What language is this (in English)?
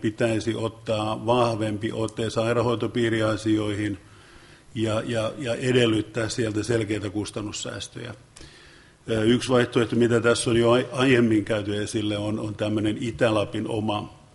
Finnish